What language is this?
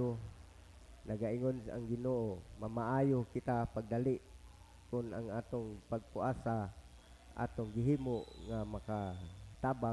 Cebuano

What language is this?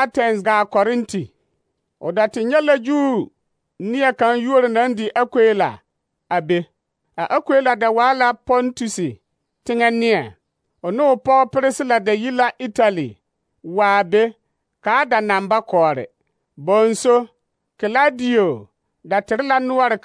Southern Dagaare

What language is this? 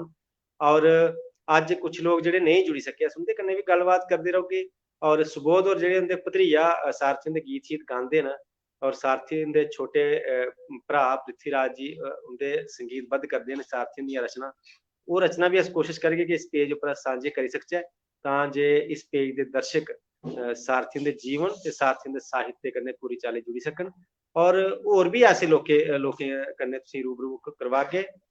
Dogri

